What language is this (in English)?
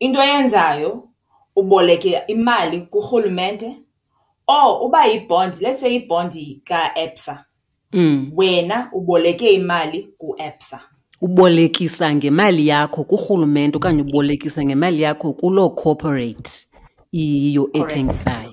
Xhosa